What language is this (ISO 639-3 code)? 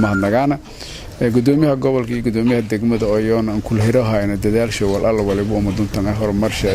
som